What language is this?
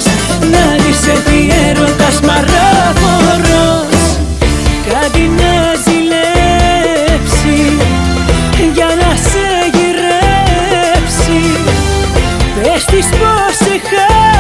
Greek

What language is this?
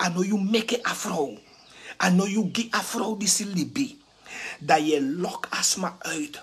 Sranan Tongo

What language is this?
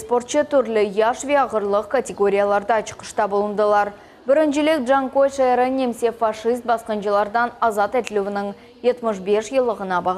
Crimean Tatar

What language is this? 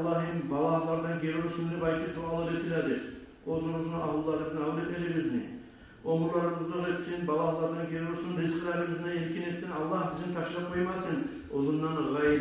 Kumyk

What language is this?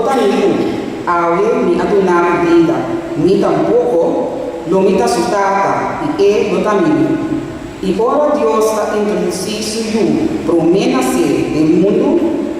Papiamento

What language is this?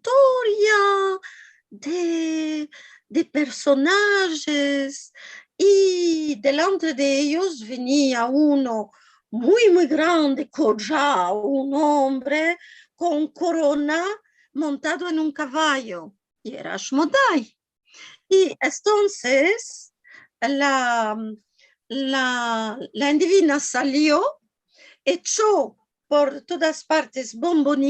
Ladino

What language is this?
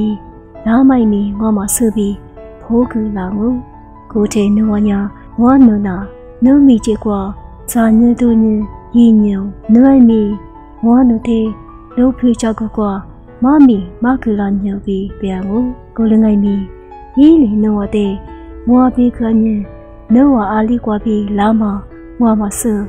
Lisu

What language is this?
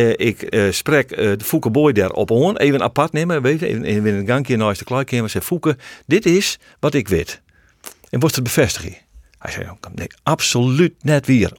Western Frisian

